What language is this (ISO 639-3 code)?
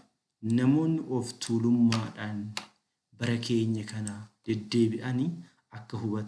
orm